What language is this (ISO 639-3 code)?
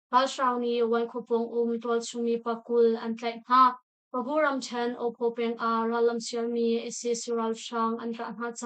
cnh